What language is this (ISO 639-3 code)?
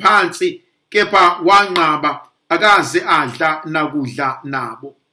zul